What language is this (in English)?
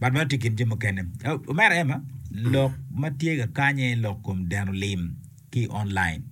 Acoli